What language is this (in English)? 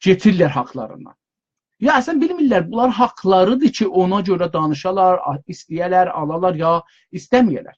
South Azerbaijani